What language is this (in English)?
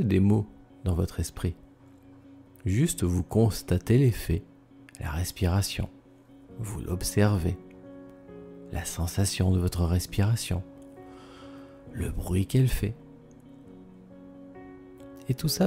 French